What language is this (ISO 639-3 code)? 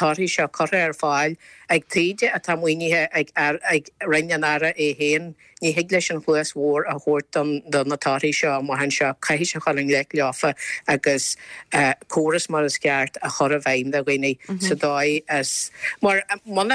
gle